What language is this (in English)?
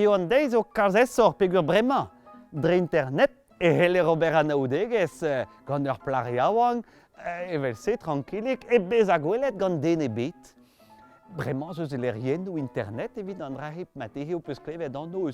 Breton